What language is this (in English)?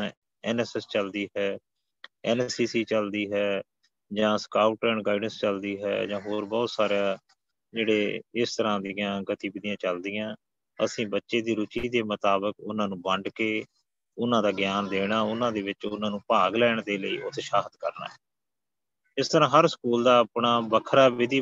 Punjabi